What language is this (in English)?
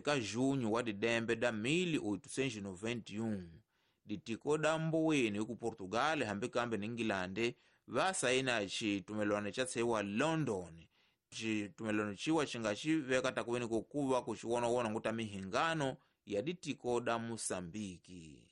Tsonga